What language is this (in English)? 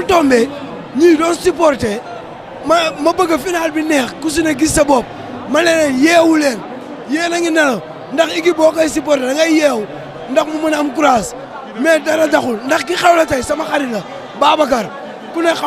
Wolof